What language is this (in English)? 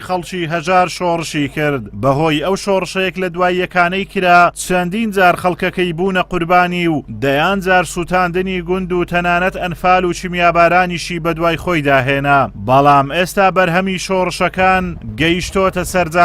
Central Kurdish